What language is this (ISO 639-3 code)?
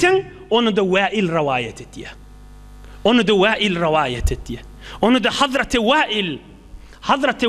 tuk